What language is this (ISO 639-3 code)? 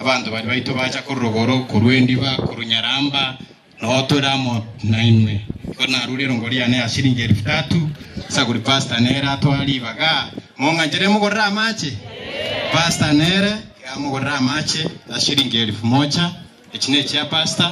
guz